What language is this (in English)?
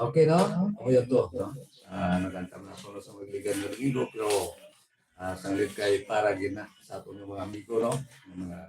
Hiligaynon